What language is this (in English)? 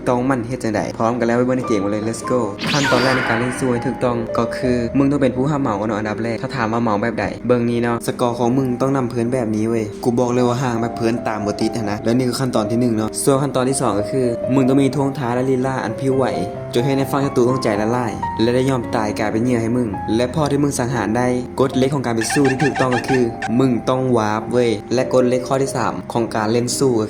Lao